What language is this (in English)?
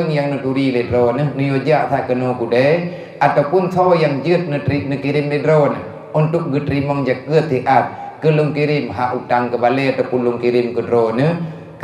Achinese